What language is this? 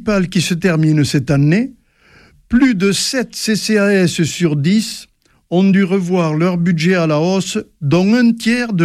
French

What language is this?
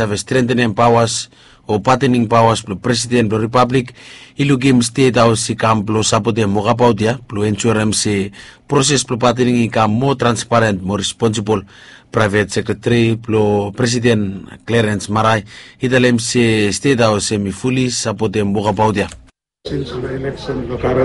Bislama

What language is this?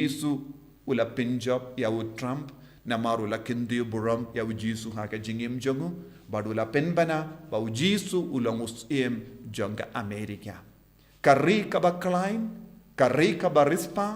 Khasi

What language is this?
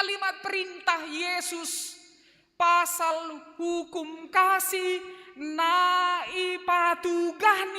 Batak Simalungun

